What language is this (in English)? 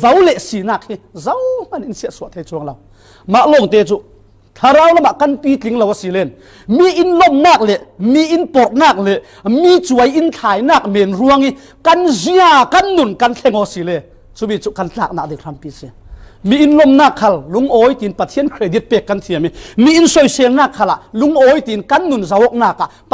Falam Chin